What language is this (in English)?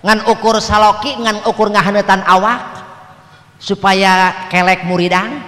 Sundanese